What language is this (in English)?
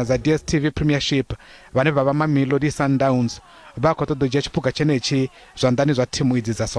Venda